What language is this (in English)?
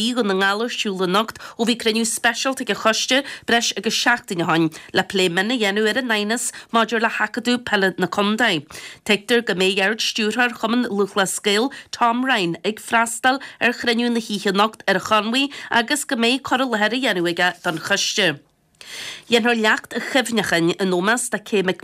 Irish